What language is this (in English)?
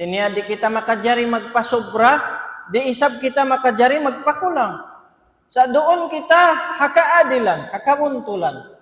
Tausug